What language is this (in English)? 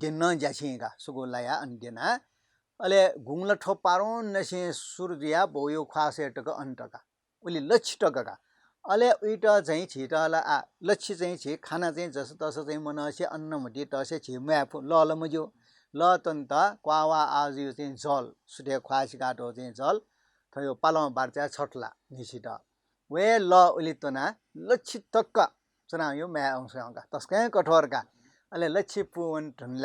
Newari